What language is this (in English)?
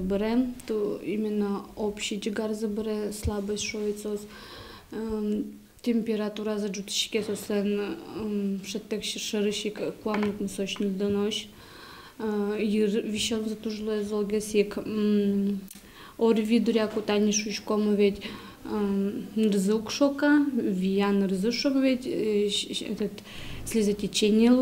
Udmurt